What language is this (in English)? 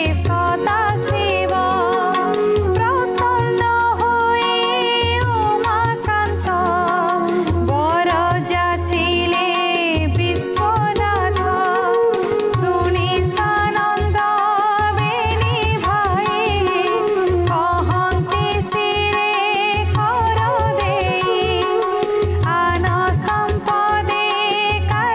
Odia